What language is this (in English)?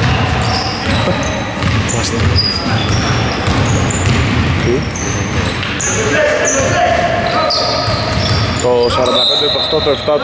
Greek